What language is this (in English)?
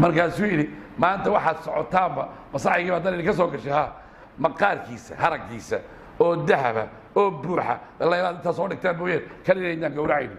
Somali